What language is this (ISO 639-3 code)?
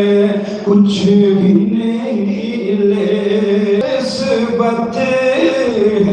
skr